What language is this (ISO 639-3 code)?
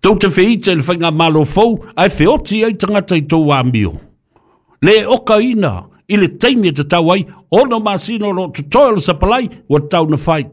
smo